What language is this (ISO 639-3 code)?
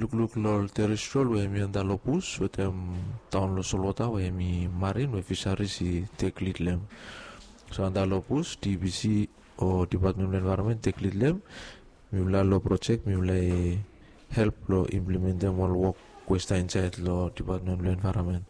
bis